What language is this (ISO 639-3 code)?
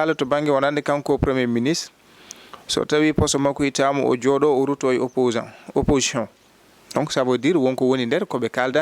ful